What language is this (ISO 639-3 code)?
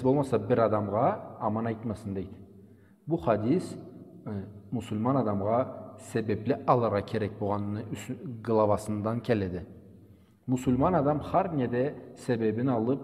krc